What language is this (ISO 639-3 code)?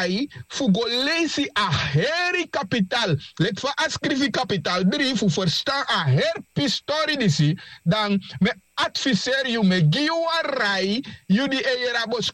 srn